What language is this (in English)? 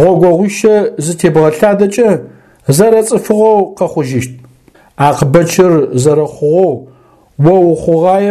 Adyghe